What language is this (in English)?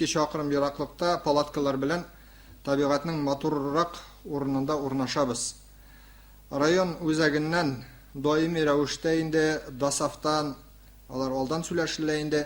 Tatar